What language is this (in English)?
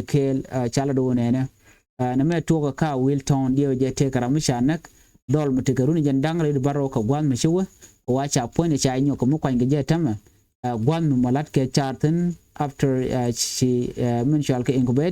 Nuer